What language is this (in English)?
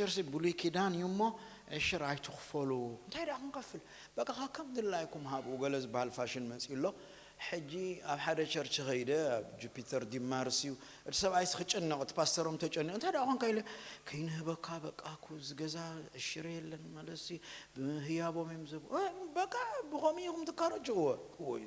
Tigrinya